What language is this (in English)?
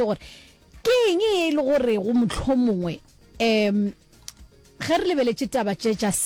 Northern Sotho